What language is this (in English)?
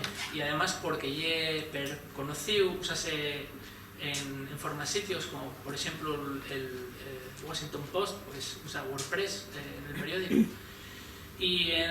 Asturian